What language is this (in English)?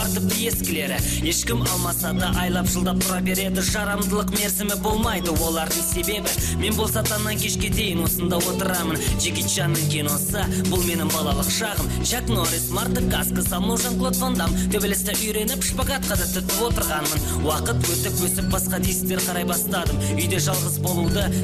Kazakh